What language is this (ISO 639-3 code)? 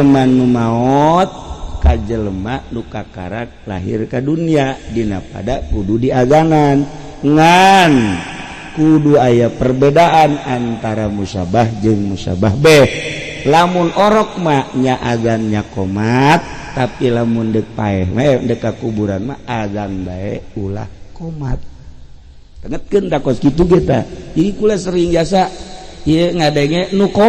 sun